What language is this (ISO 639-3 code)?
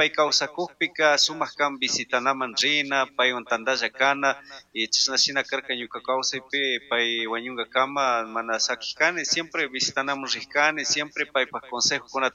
qug